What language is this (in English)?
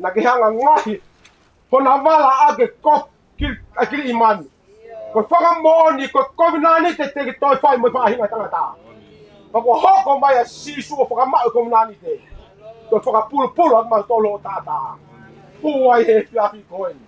Tongan